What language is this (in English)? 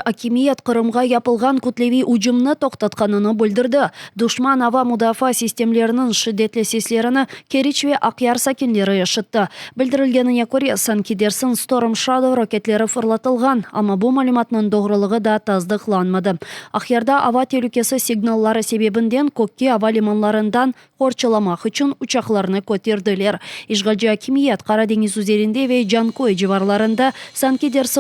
Crimean Tatar